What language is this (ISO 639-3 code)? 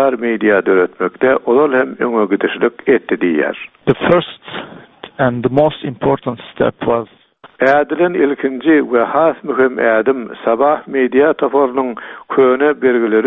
tuk